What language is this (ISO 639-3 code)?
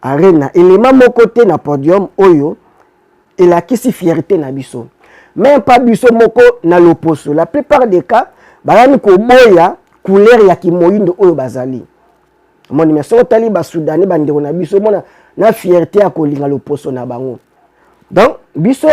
lin